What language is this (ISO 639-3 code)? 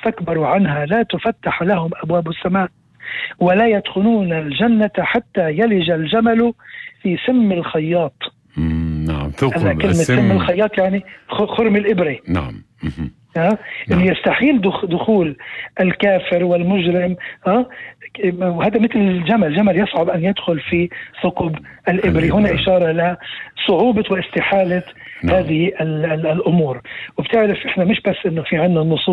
apc